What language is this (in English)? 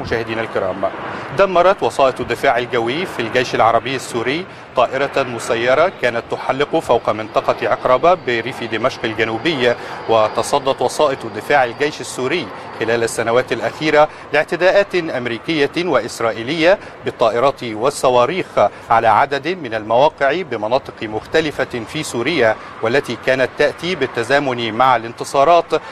Arabic